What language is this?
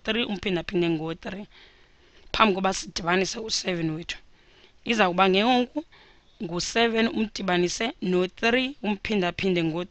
Xhosa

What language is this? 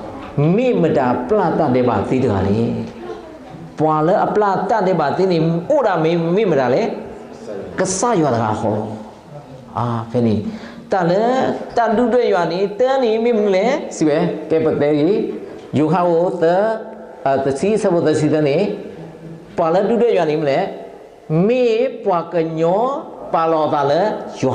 S'gaw Karen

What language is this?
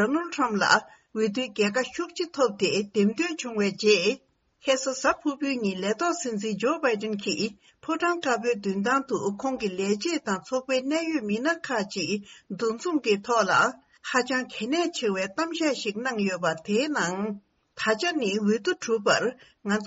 Tibetan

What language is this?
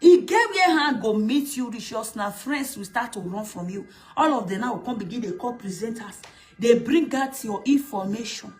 Nigerian Pidgin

